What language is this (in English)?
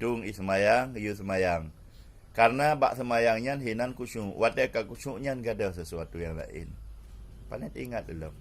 Achinese